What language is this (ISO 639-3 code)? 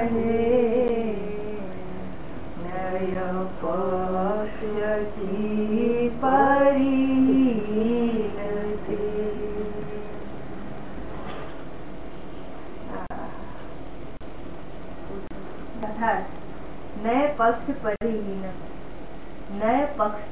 guj